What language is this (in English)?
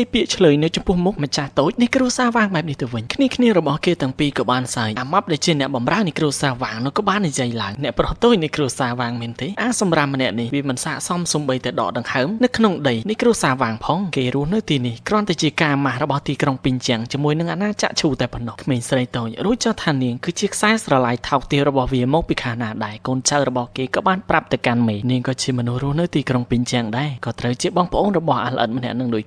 Khmer